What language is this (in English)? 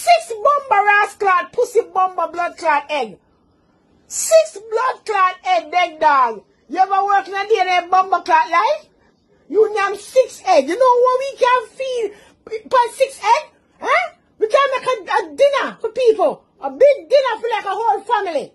Jamaican Creole English